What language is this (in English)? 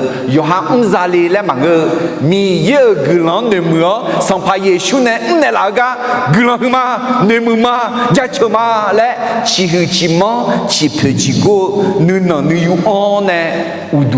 Akha